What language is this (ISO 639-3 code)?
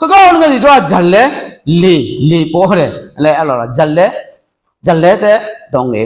ahk